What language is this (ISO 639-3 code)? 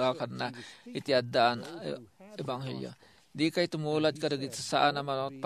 ilo